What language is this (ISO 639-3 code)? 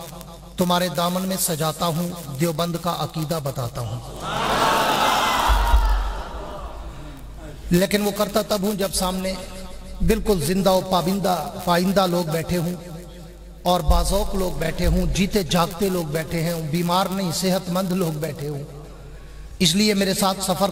urd